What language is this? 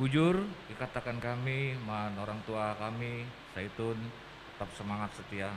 Batak Karo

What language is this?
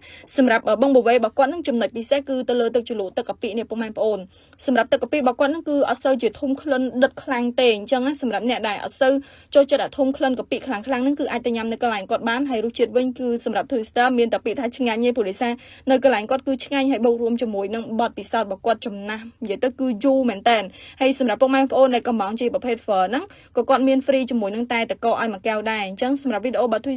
Khmer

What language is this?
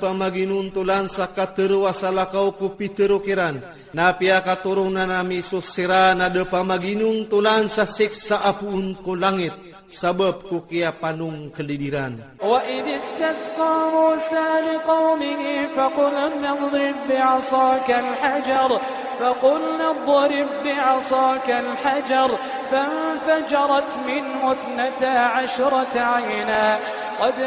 Iranun (Philippines)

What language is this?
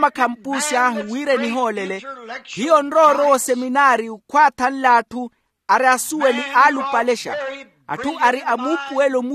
Makhuwa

